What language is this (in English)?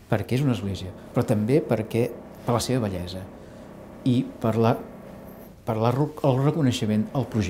Catalan